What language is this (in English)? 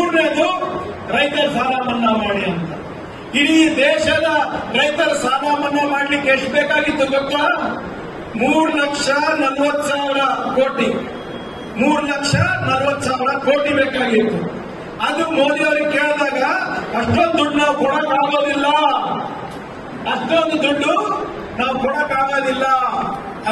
Kannada